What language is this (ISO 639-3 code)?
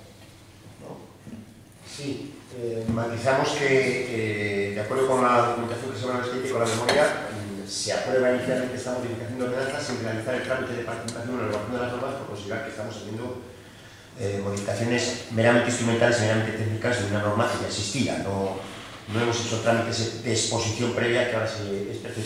spa